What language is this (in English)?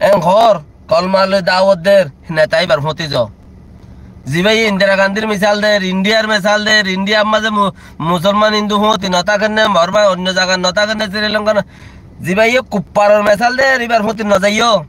Rohingya